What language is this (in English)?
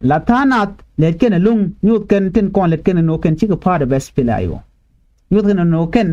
Nuer